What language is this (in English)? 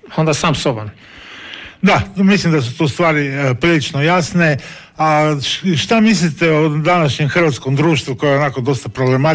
Croatian